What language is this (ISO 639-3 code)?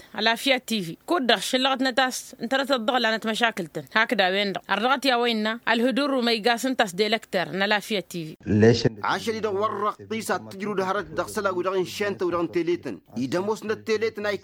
taq